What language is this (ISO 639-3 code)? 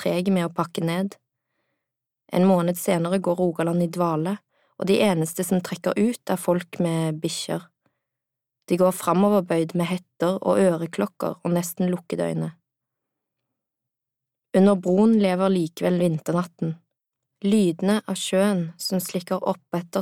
nor